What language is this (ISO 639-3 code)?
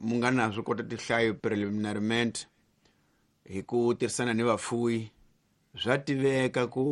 tso